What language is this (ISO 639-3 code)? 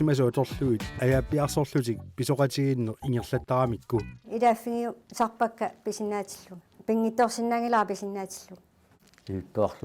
kal